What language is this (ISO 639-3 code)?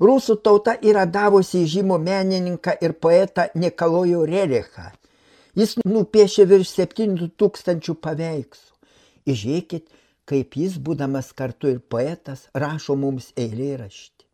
lit